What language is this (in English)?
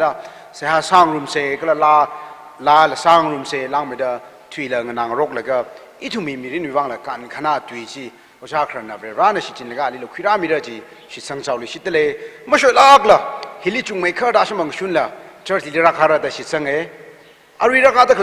Tangkhul Naga (India)